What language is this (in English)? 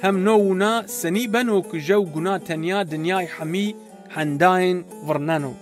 Zaza